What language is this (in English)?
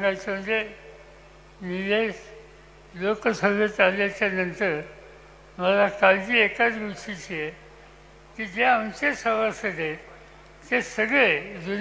Marathi